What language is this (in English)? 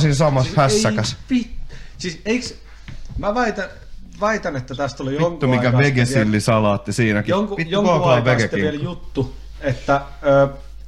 Finnish